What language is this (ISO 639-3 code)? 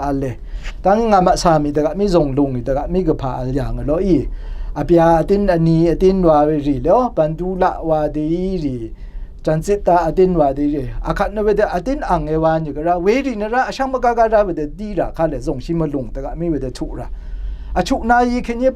raw